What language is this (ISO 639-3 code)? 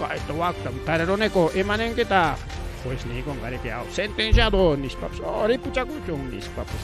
quy